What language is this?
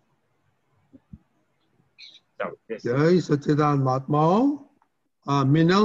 Gujarati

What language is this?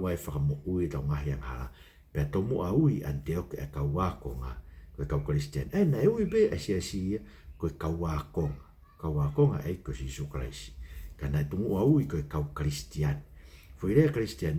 Tongan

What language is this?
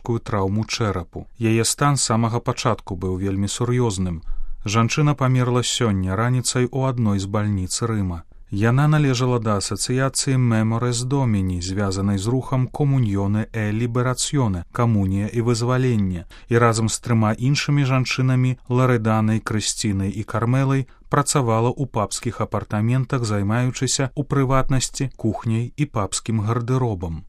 Belarusian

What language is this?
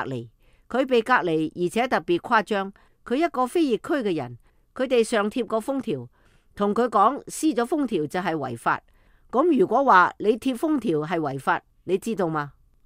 Cantonese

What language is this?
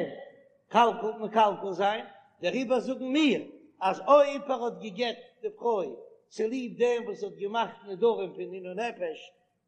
Yiddish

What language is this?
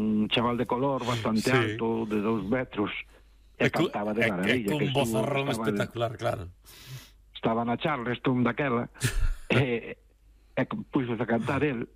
Galician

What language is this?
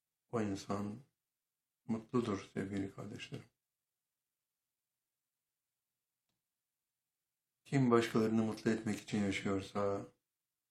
Turkish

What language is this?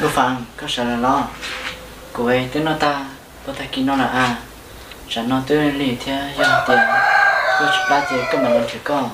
Hmong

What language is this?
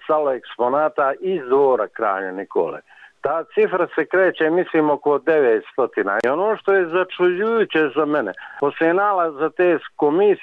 Croatian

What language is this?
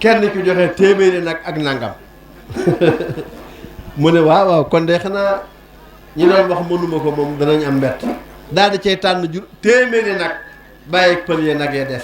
Wolof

